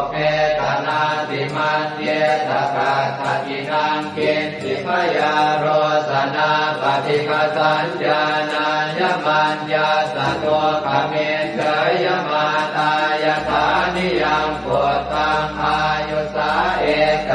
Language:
Pali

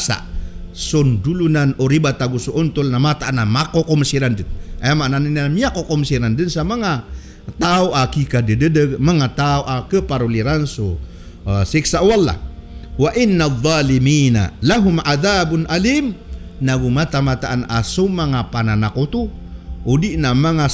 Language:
Maranao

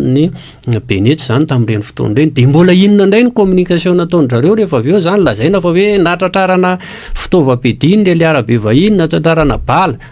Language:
Malagasy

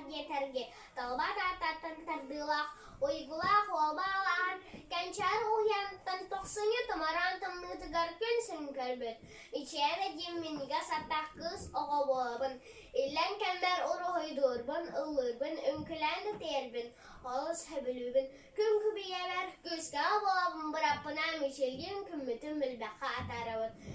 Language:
Yakut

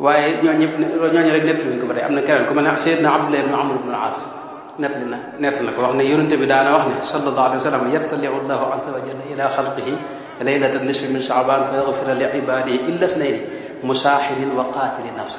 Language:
Wolof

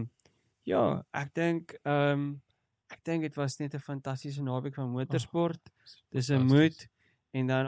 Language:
Afrikaans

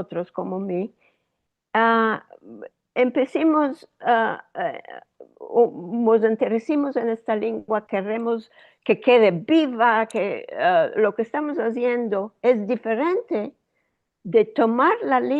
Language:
Ladino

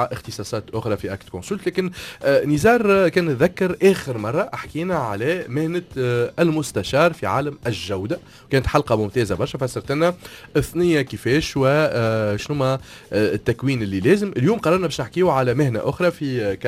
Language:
Tunisian Arabic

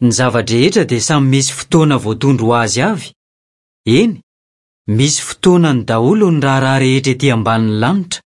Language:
Malagasy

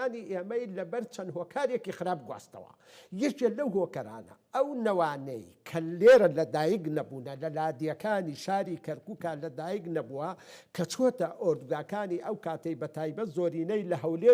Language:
Central Kurdish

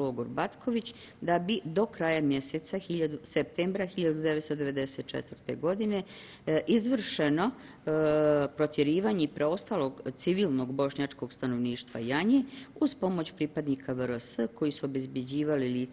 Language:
Bosnian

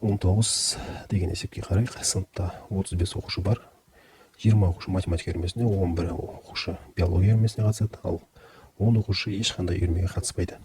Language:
Kazakh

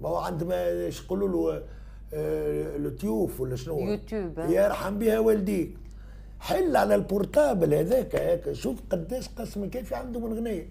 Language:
Tunisian Arabic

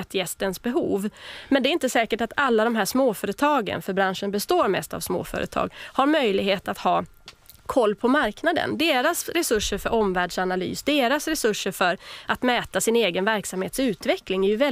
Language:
Swedish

